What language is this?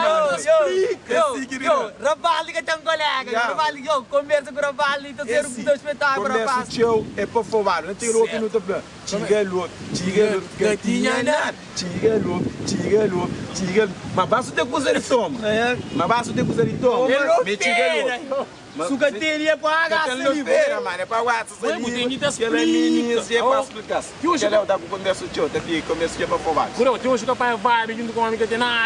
Kabuverdianu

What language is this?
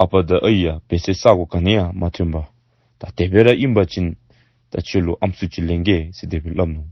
Dzongkha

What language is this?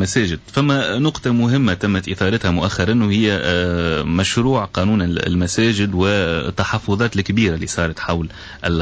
Tunisian Arabic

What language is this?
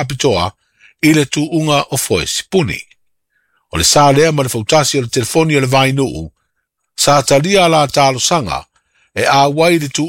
Samoan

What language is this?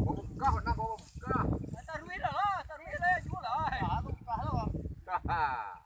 Minangkabau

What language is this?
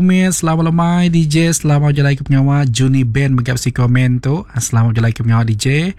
Iban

